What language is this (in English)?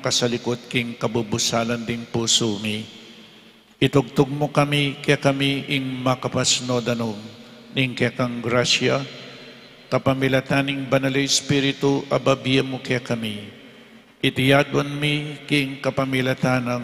Pampanga